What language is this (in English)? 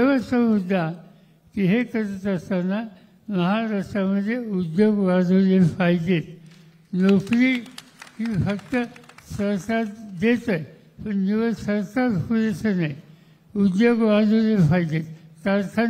Marathi